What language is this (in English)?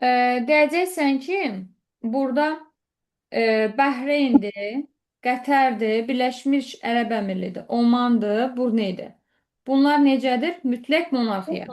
Azerbaijani